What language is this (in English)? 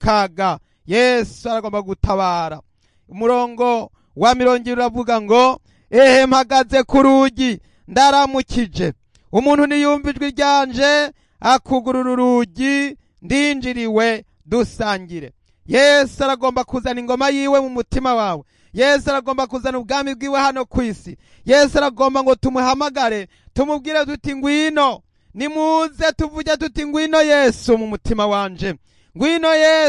Rundi